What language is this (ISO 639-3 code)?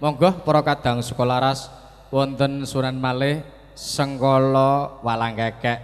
jav